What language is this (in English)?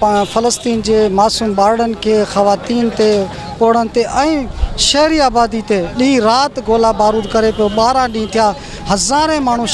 Sindhi